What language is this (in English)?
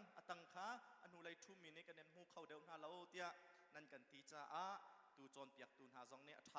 Hakha Chin